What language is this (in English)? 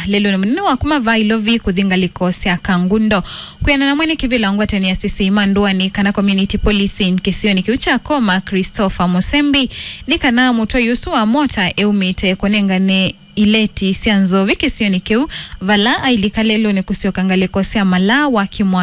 Kamba